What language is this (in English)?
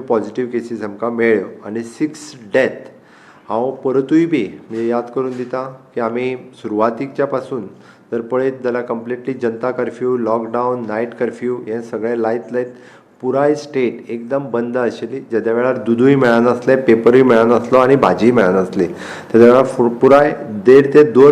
Konkani